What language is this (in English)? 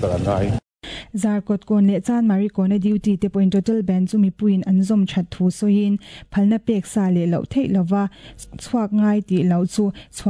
Mizo